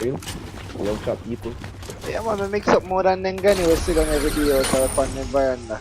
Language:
Jamaican Creole English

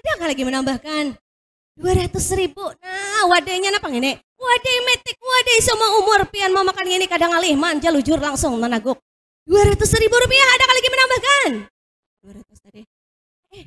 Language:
Banjar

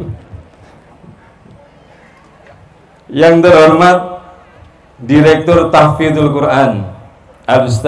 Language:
Indonesian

